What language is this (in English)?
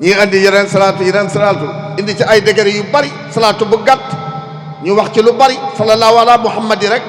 Wolof